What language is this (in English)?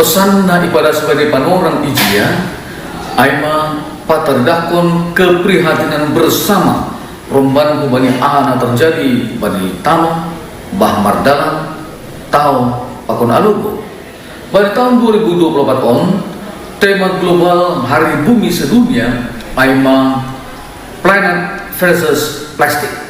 Batak Simalungun